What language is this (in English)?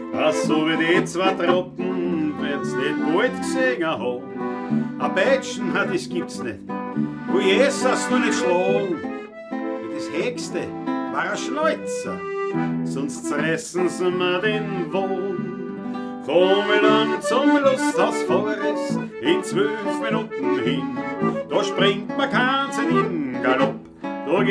Bavarian